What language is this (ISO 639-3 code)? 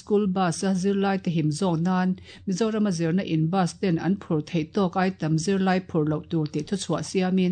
lus